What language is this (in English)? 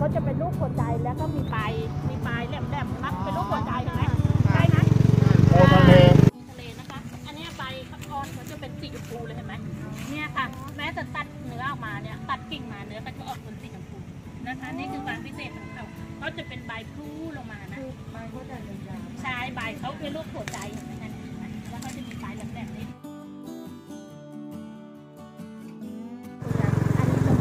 Thai